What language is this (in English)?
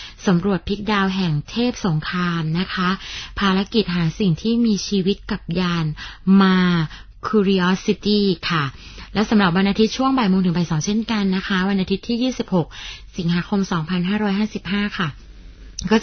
Thai